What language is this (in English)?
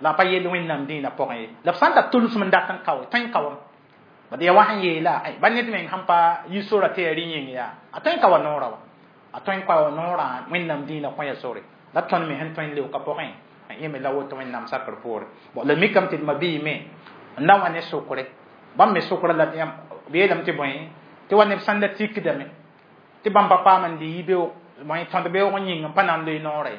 Mossi